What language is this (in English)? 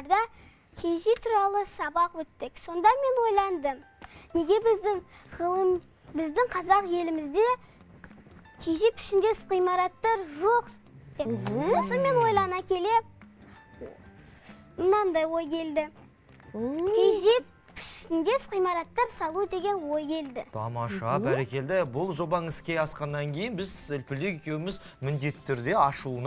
Kazakh